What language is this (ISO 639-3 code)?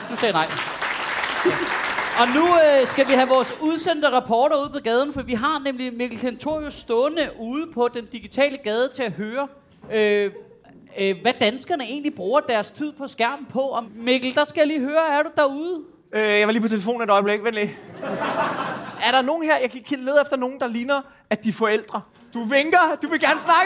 dan